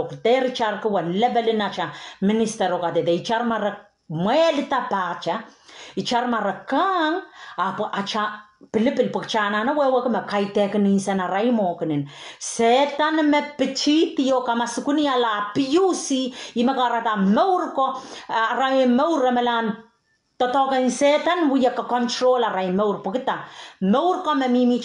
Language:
Pohnpeian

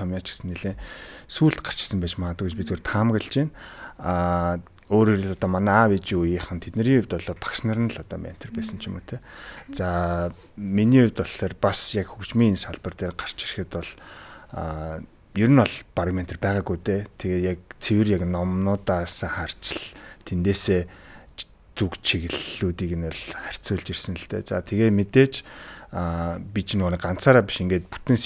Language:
Mongolian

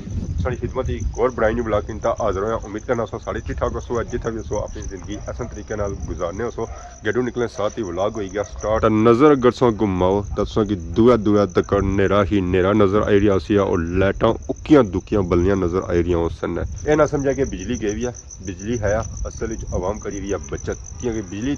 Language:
Pahari-Potwari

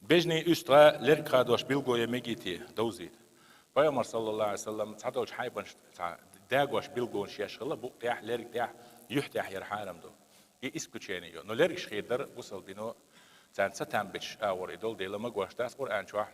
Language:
Chechen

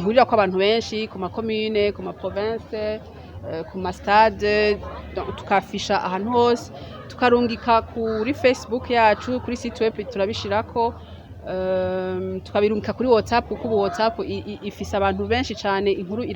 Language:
Rundi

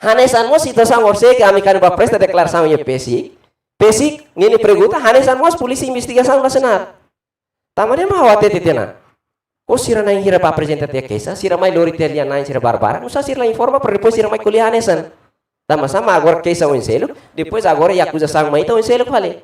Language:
Tetum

